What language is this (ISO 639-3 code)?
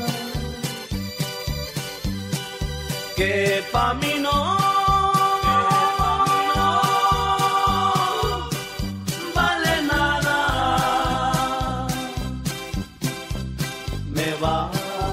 spa